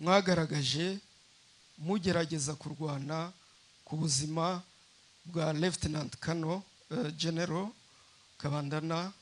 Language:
Kinyarwanda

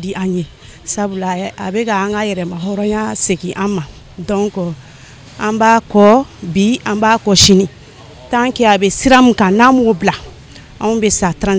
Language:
Bambara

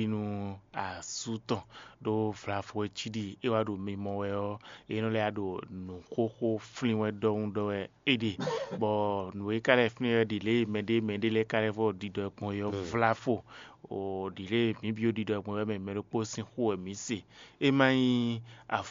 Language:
Fon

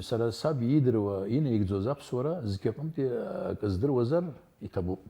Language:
Abkhazian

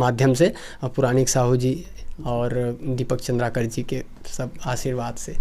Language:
Chhattisgarhi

